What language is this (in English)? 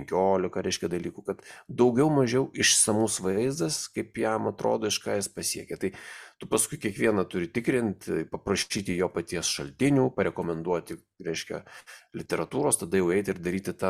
Lithuanian